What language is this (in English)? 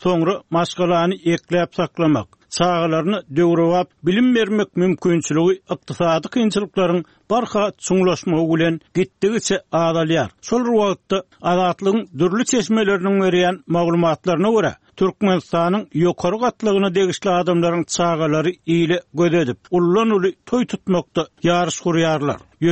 Turkmen